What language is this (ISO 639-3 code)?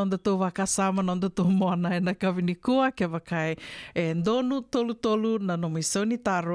fij